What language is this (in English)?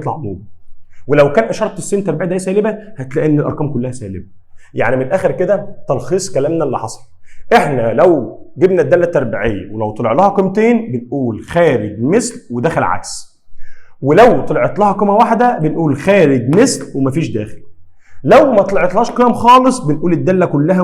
Egyptian Arabic